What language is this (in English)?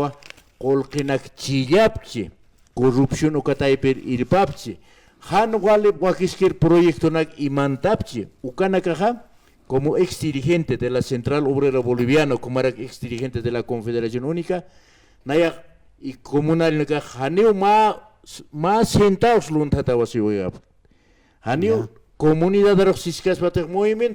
Aymara